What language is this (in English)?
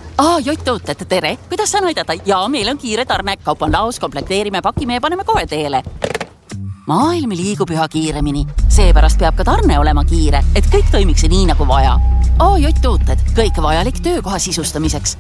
Estonian